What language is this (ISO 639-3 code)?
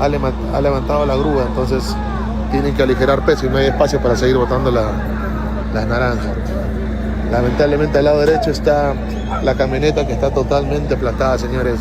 quy